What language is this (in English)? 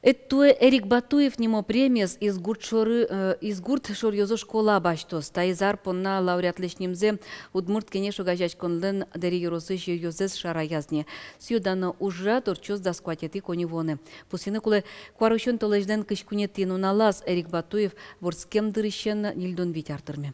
Udmurt